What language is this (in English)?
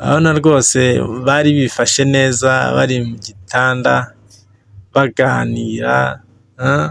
Kinyarwanda